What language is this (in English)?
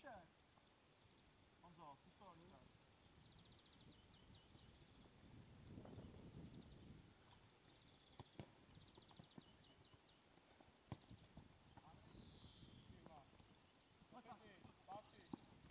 Czech